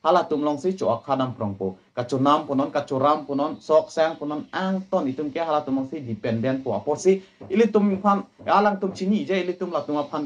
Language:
Karbi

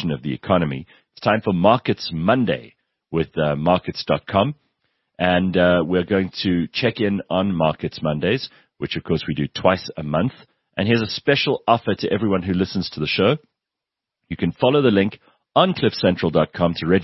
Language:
English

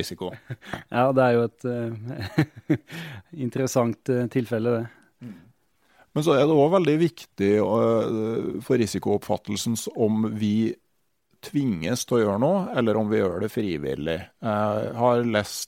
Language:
Norwegian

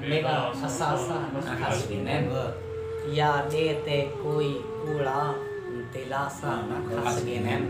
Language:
Saraiki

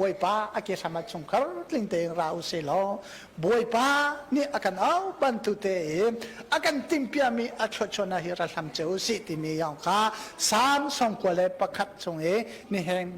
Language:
Hakha Chin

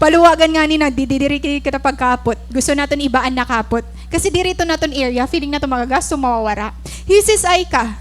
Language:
Waray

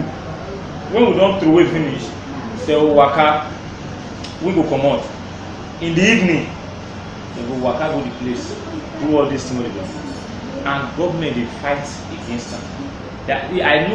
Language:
Nigerian Pidgin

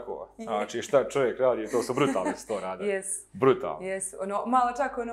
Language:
Bosnian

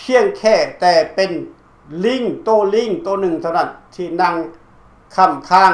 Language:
Lao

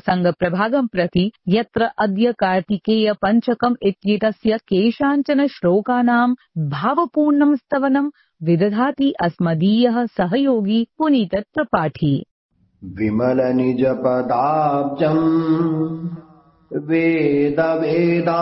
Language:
Sanskrit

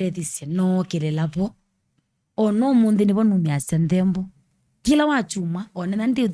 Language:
Kamba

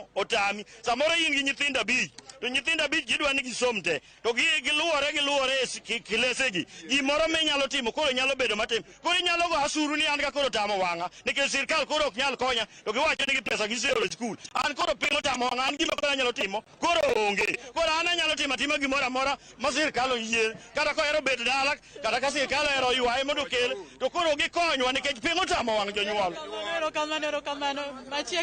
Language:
Luo (Kenya and Tanzania)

